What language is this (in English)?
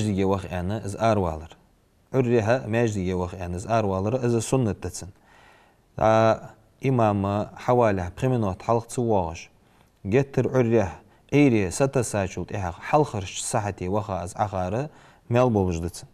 Ingush